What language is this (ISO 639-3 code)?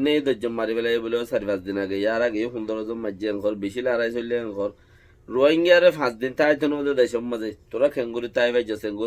rhg